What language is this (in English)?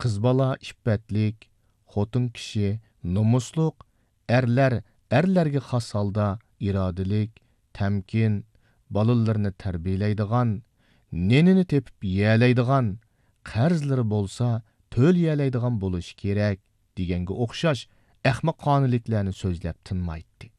Uyghur